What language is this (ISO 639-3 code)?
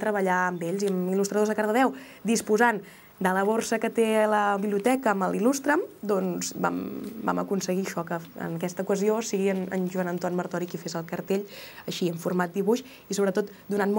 cat